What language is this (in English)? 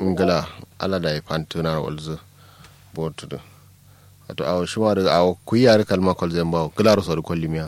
Kanuri